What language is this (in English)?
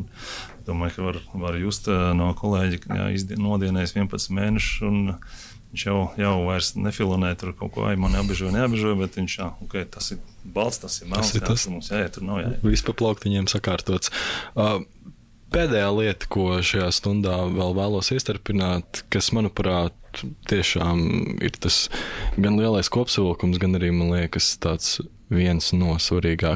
Latvian